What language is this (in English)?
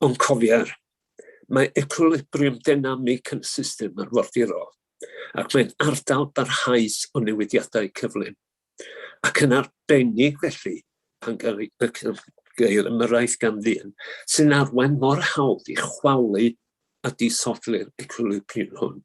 Welsh